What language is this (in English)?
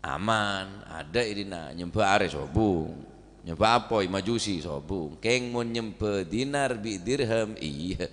Madurese